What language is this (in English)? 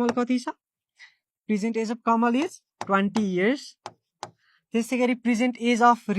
Nepali